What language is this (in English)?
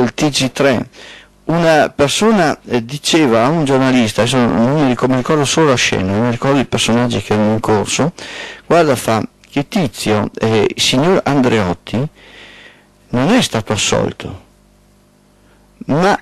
Italian